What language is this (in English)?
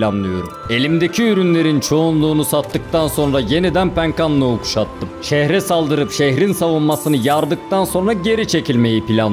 Turkish